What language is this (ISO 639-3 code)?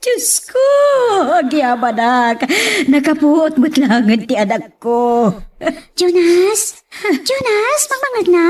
ilo